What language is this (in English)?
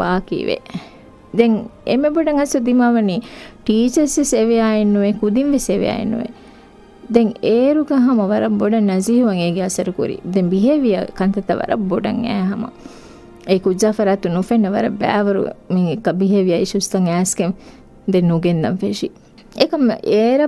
Divehi